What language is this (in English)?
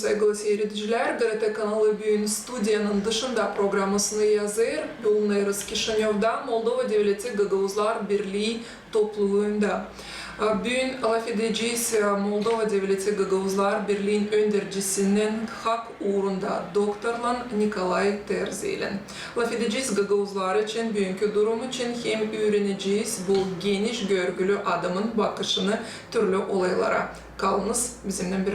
Gagauz